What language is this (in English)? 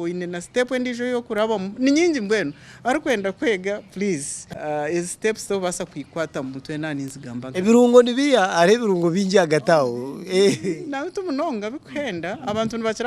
Nyankole